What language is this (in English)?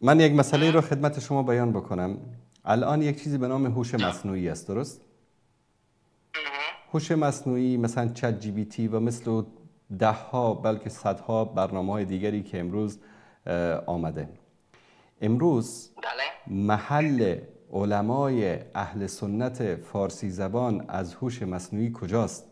Persian